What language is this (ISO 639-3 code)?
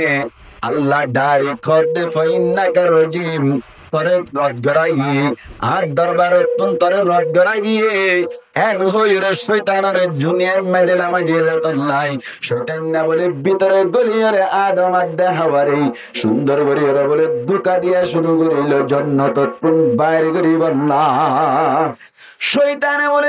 rhg